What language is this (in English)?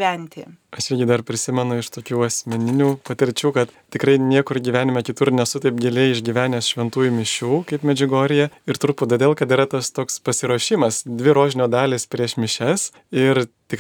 Lithuanian